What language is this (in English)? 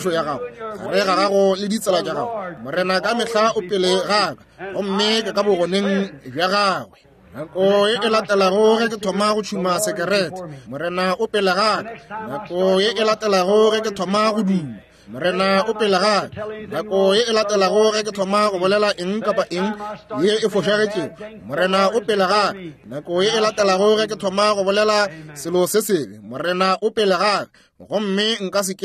Northern Sotho